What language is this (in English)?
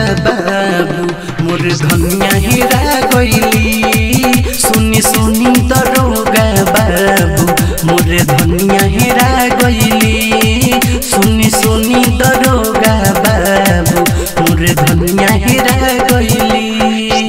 Bhojpuri